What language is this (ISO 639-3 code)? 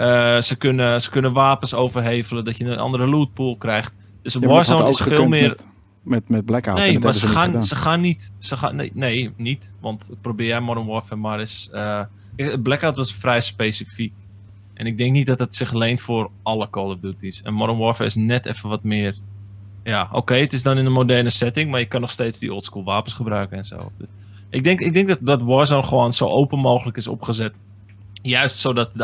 nld